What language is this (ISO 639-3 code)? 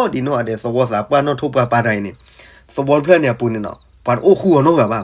ksw